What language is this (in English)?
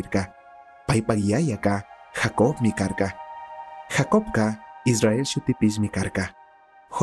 Chimborazo Highland Quichua